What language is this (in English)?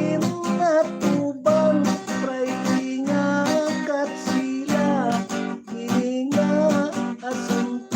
Hiligaynon